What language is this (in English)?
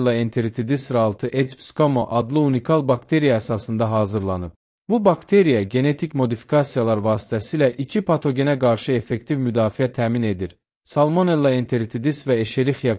Azerbaijani